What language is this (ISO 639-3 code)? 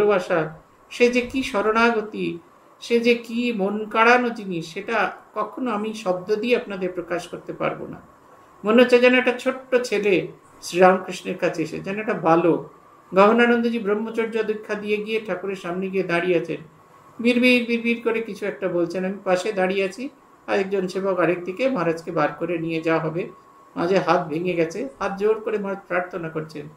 ben